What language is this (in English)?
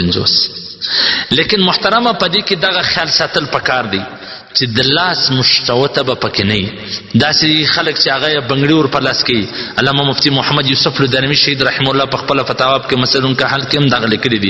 Pashto